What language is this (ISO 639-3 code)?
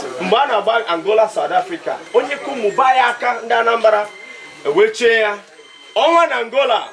ibo